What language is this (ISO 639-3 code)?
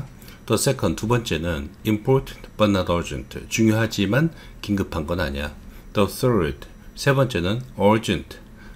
kor